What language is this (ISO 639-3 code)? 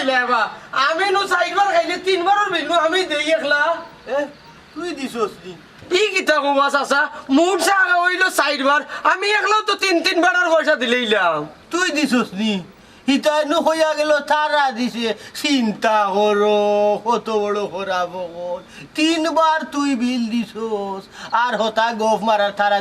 syl